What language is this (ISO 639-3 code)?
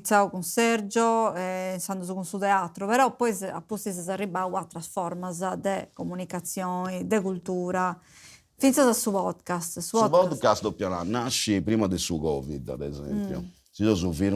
srd